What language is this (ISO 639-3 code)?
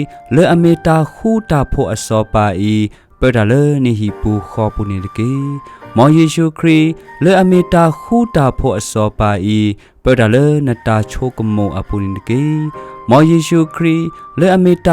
ksw